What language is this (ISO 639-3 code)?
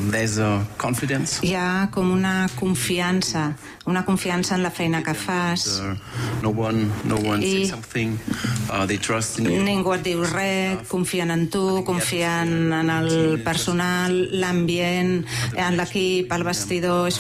cat